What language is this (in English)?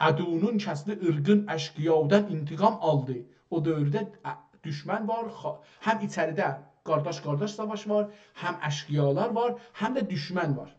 South Azerbaijani